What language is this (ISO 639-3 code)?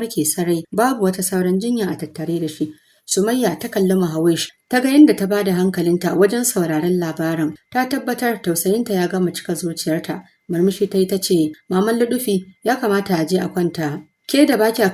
hau